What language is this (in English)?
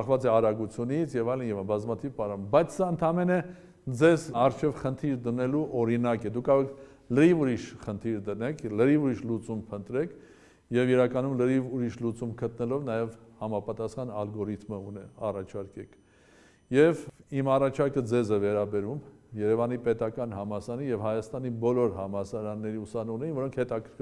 Armenian